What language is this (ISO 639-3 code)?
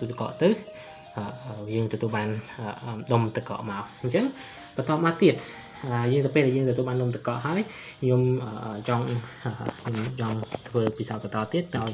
khm